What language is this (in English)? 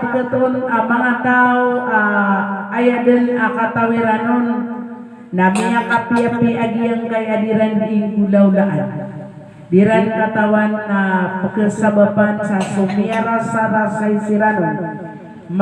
Maranao